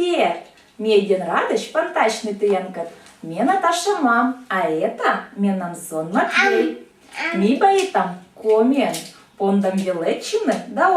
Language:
Komi-Permyak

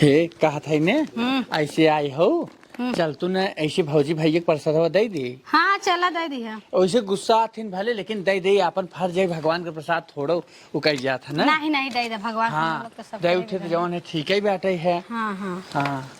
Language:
Awadhi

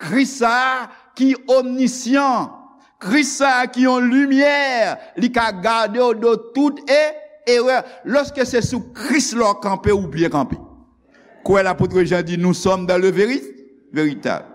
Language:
Haitian Creole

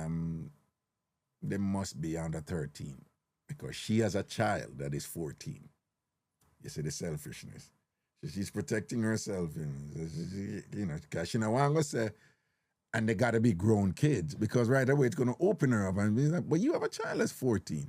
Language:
Jamaican Creole English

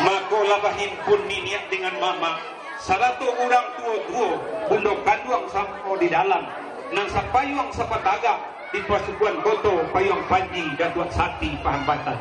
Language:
Minangkabau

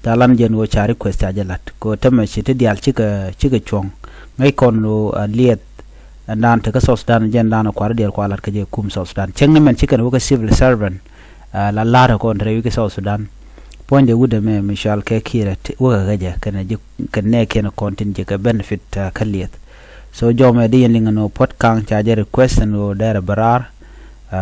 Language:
Nuer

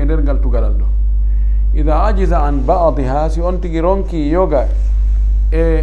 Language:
Fula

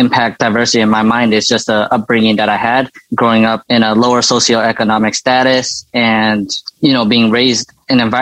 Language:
English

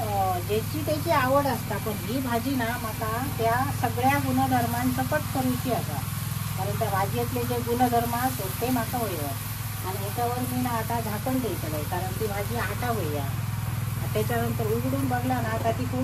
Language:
Konkani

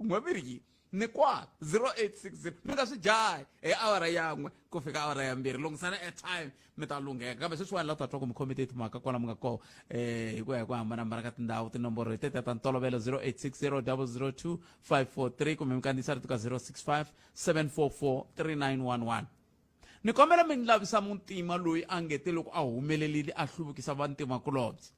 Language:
Tsonga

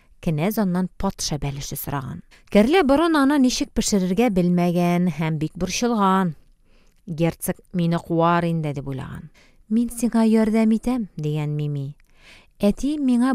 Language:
Tatar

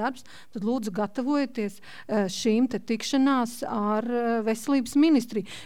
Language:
Latvian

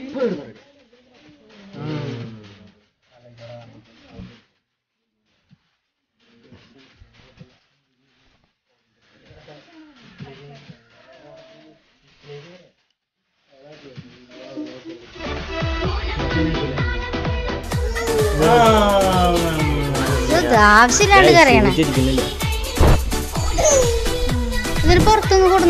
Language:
Malayalam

